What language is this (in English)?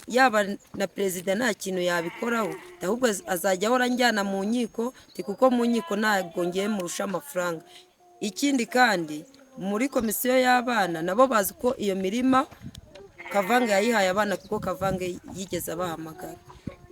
Kinyarwanda